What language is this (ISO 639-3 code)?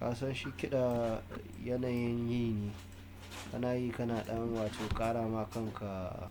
hau